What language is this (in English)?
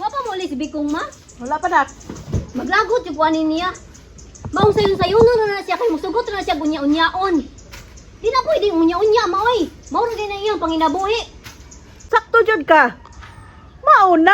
Cebuano